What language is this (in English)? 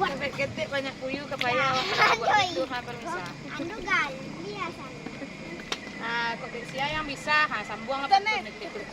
Minangkabau